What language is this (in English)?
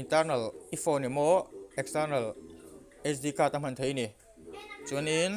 Mizo